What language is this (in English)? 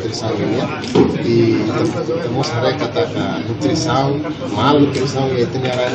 Tetum